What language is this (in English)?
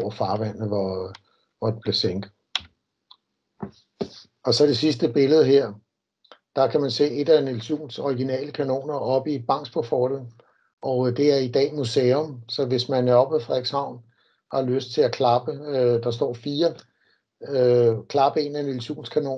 Danish